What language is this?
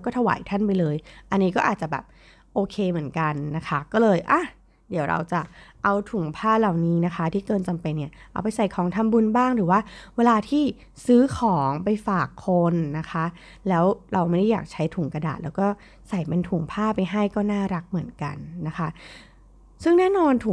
Thai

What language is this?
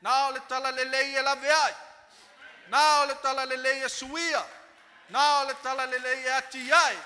Samoan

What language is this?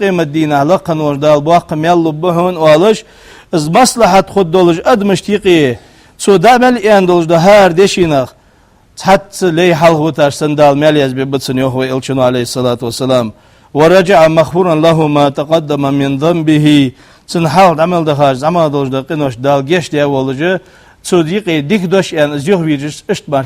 Ingush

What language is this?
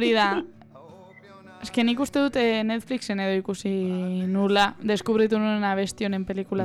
Basque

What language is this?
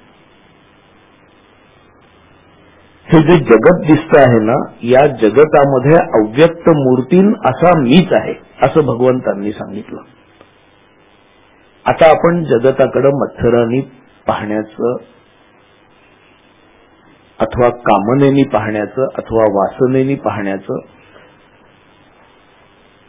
Marathi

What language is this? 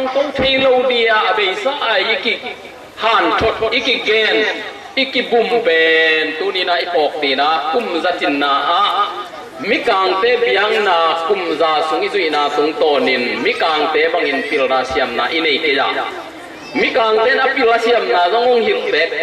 Tedim Chin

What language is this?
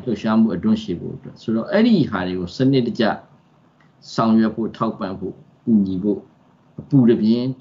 Burmese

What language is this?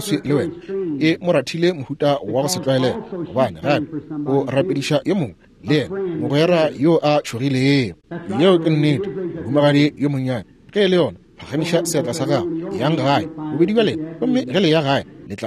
Northern Sotho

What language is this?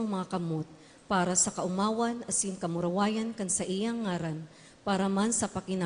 Bikol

